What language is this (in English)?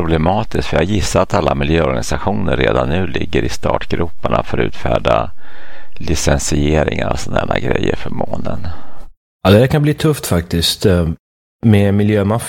Swedish